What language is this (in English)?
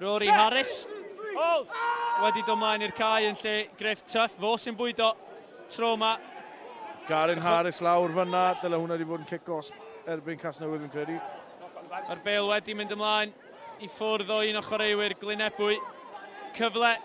Welsh